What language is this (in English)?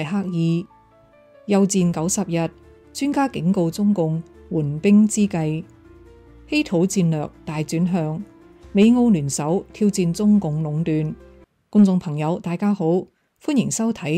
Cantonese